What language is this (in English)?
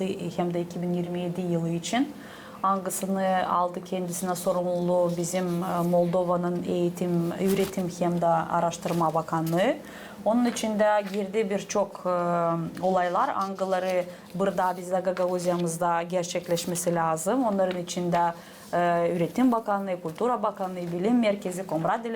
Gagauz